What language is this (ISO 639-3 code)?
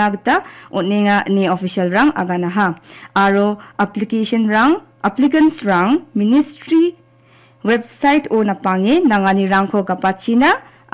grt